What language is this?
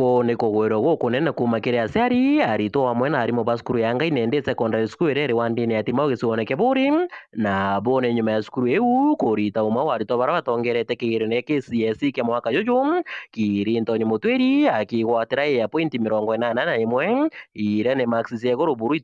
Meru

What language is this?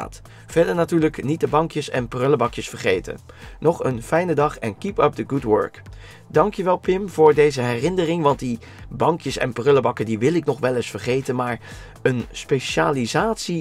Dutch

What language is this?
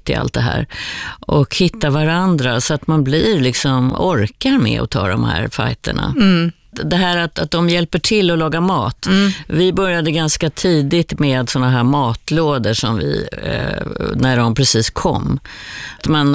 Swedish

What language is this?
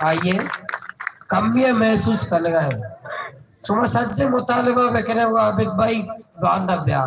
Baluchi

